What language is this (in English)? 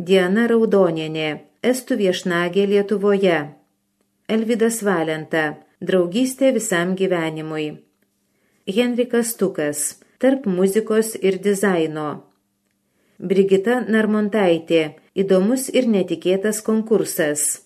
Lithuanian